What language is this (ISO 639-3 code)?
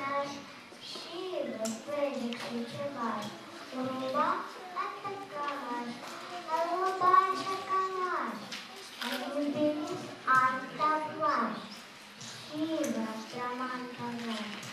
chv